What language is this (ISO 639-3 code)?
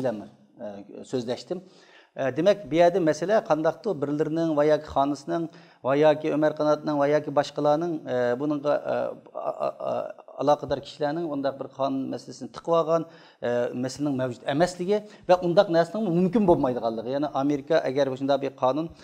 uig